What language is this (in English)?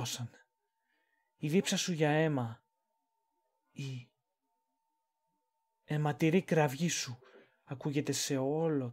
Greek